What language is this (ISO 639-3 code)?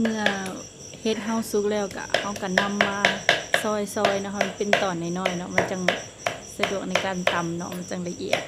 lao